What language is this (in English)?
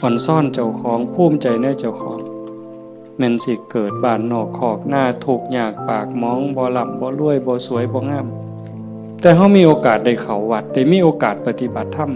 Northeastern Thai